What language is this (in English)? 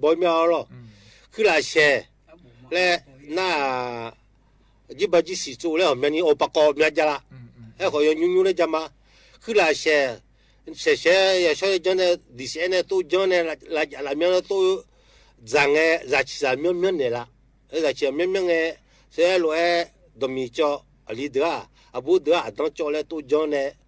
Akha